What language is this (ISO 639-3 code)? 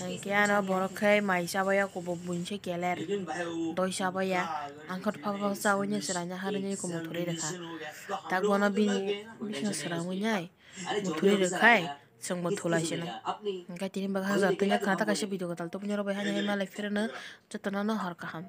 trp